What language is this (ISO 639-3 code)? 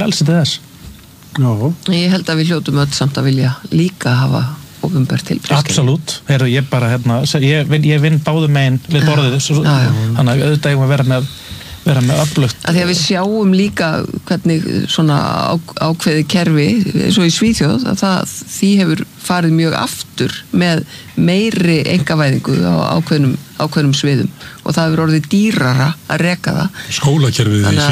isl